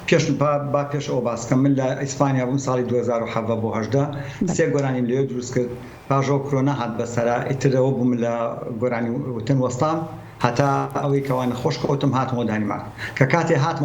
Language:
Central Kurdish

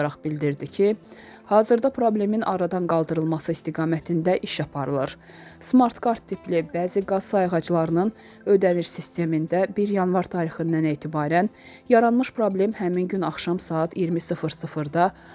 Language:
Azerbaijani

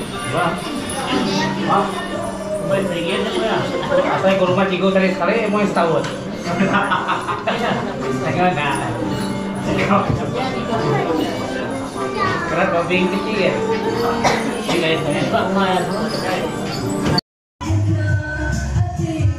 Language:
Malay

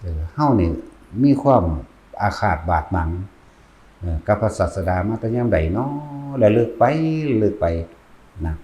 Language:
Northeastern Thai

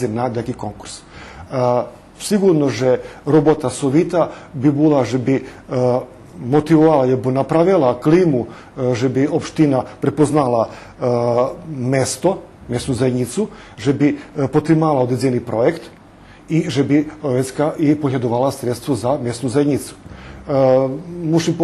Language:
Rusyn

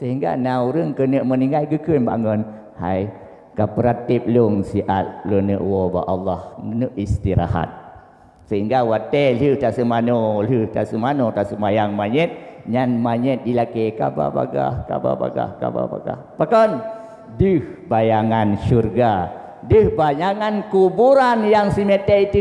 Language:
Achinese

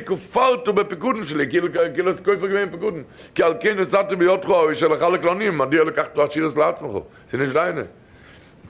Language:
Yiddish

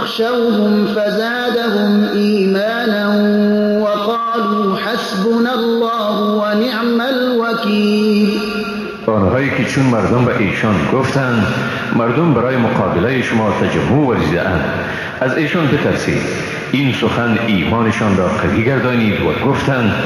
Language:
Persian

